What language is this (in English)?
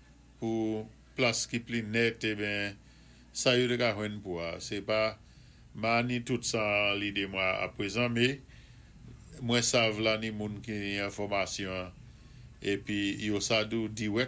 Saint Lucian Creole French